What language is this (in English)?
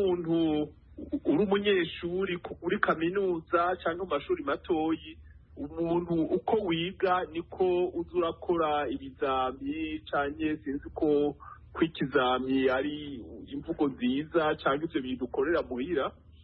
Kinyarwanda